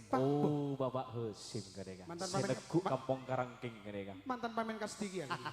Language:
Madurese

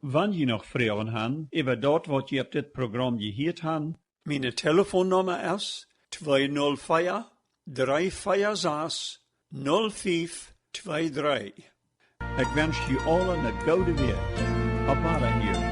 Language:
Plautdietsch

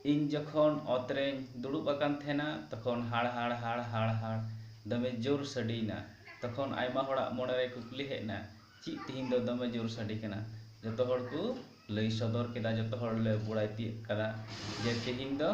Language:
Santali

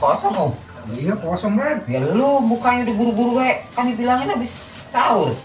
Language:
Betawi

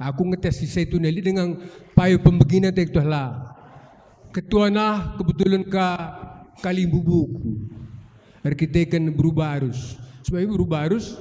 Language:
Batak Karo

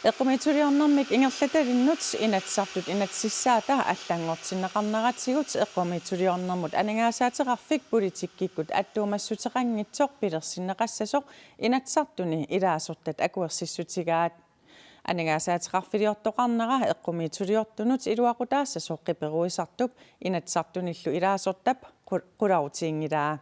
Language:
Kalaallisut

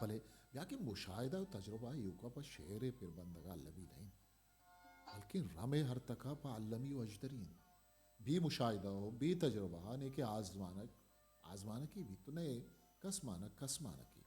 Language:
Eastern Balochi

